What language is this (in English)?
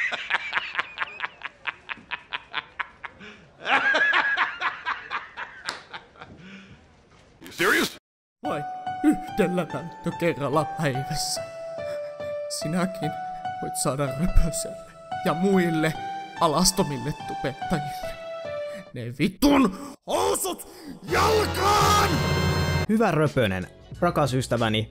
Finnish